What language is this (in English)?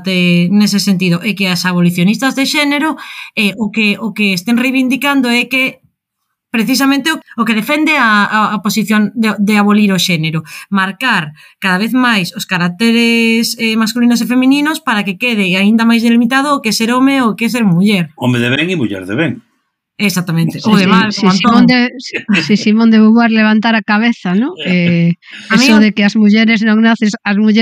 Galician